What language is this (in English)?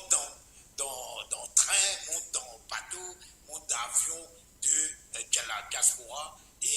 Morisyen